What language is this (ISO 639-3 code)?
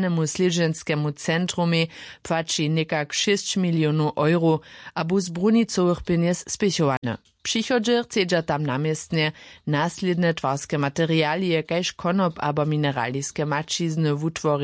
hsb